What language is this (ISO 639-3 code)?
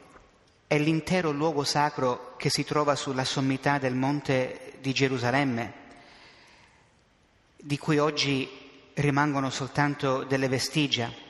ita